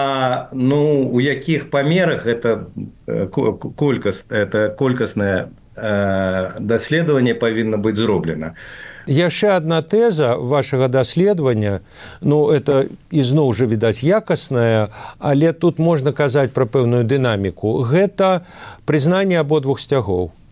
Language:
Belarusian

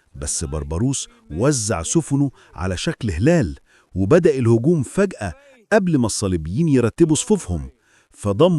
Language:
Egyptian Arabic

